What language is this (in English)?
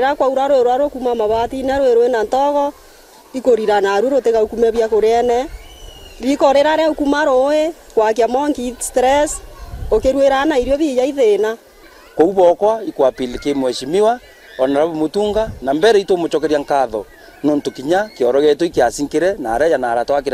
Meru